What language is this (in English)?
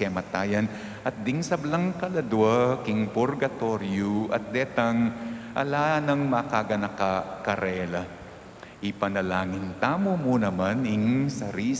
Pampanga